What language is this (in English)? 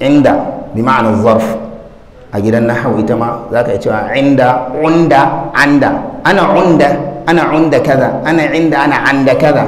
Hausa